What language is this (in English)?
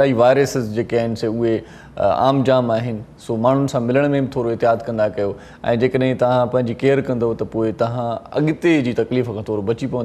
Sindhi